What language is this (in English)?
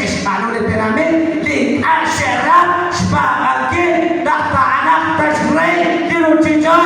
Kekchí